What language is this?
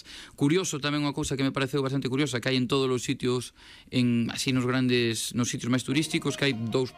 Galician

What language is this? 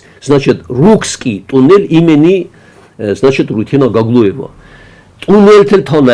Ossetic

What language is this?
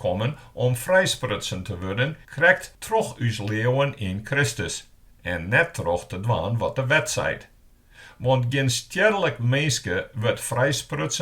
Western Frisian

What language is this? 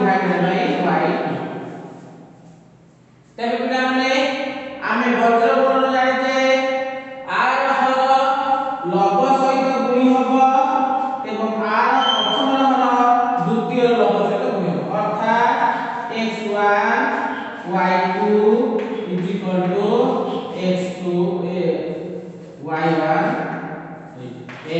Odia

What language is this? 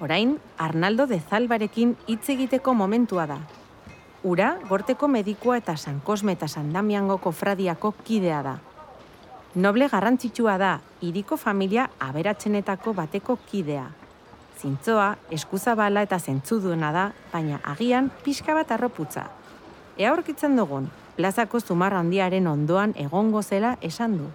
Basque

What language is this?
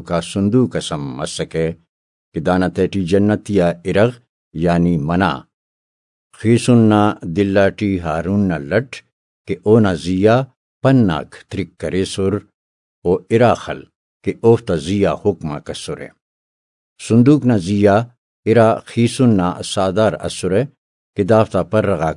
Brahui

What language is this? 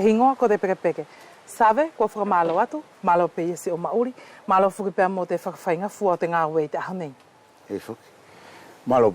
Wallisian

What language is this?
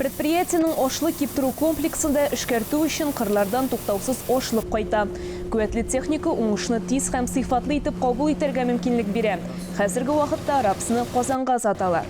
Tatar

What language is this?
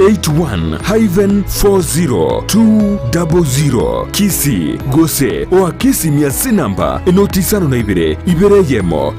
Gusii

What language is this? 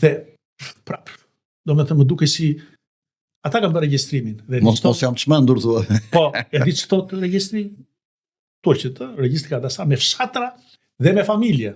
Albanian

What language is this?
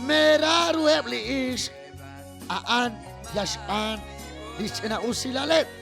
Kekchí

